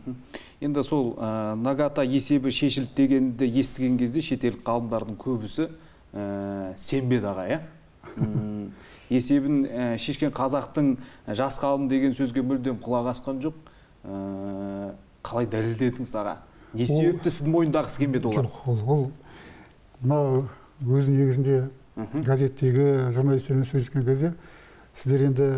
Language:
Kazakh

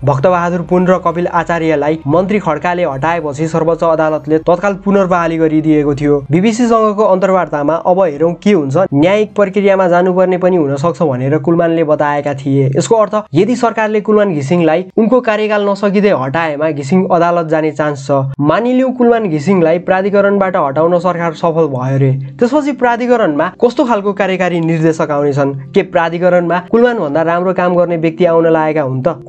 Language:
Nepali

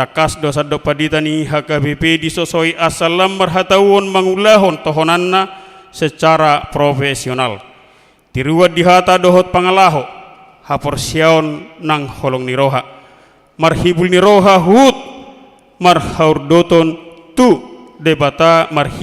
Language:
Batak Toba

